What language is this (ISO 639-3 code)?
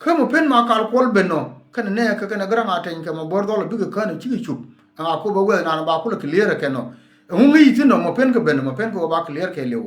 nus